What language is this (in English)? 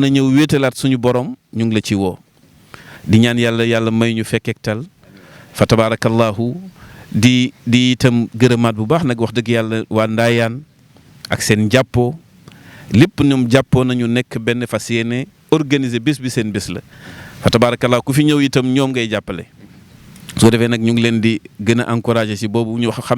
Wolof